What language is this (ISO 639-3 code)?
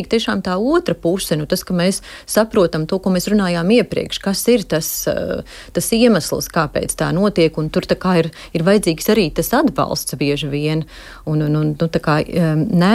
lav